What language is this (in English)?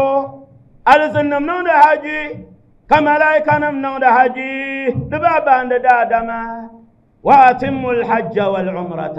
Dagbani